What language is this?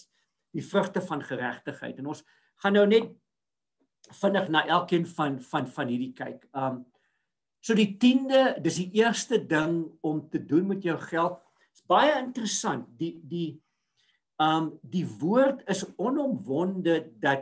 Afrikaans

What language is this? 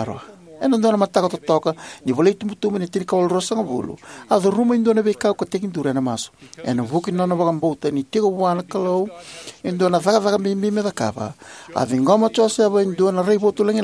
Fijian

